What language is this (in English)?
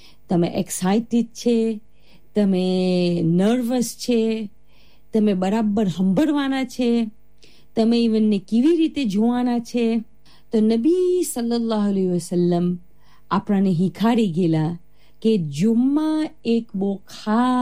Gujarati